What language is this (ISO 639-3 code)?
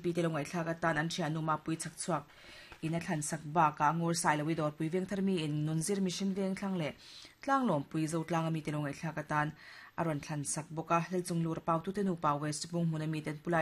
lus